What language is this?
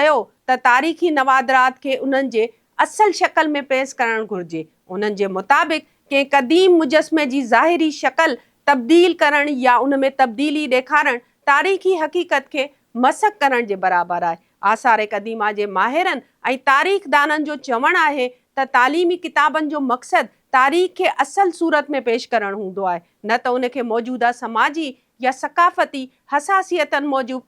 Sindhi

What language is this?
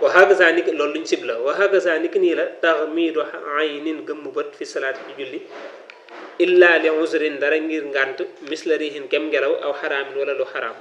Wolof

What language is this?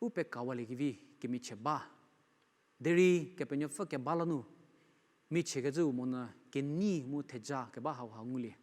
Angami Naga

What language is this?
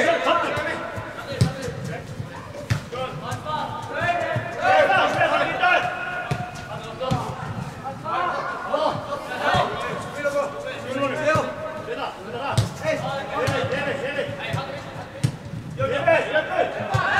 Icelandic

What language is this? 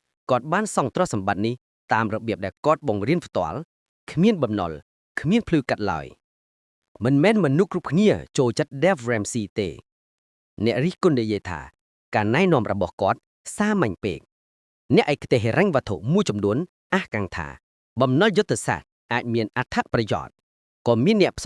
Khmer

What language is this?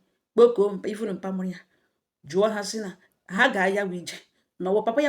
Igbo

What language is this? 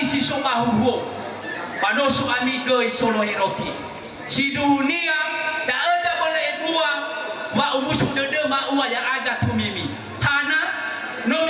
Nias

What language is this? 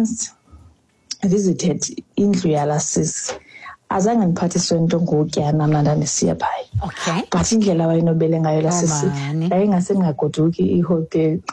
Xhosa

